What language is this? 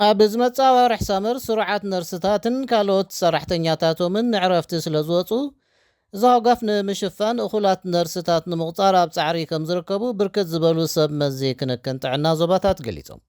Tigrinya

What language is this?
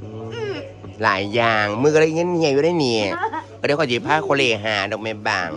Northeastern Thai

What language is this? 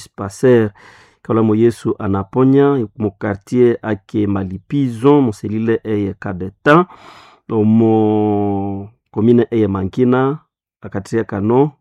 Nande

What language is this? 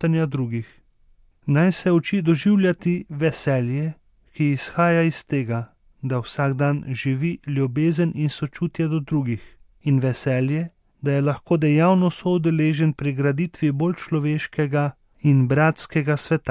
Slovenian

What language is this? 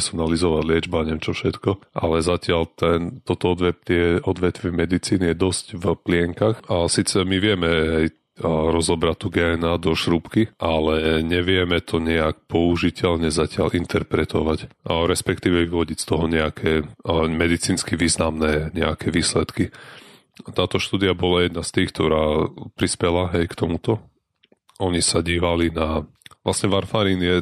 Slovak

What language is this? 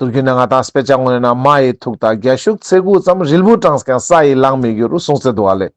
Ladakhi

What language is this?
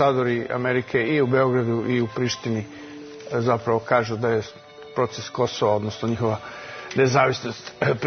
Serbian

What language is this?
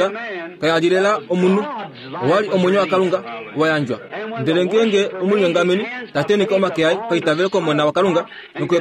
Kuanyama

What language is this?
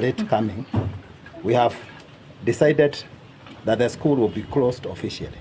Meru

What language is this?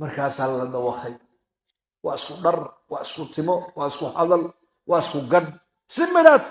Somali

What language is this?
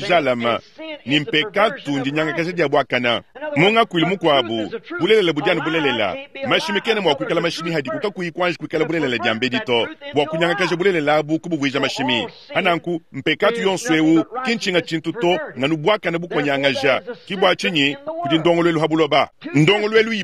Luba-Lulua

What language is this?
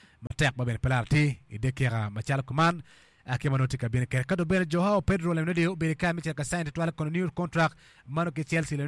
Acoli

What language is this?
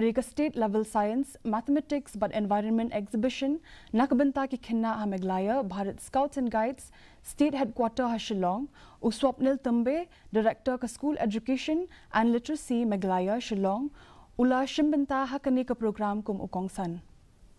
Khasi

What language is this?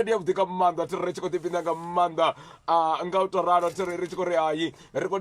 Venda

